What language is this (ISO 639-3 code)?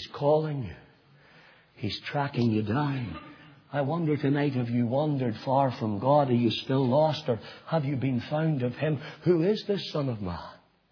eng